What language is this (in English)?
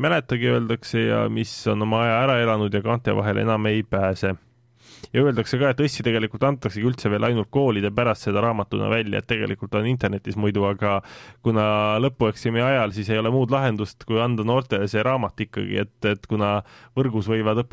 Estonian